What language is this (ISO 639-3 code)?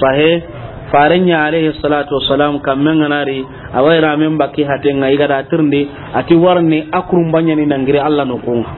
snk